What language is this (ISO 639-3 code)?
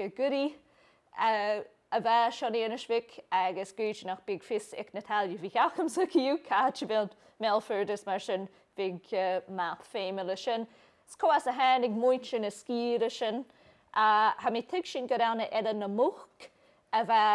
gla